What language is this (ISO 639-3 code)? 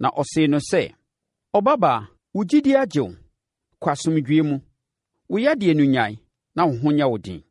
aka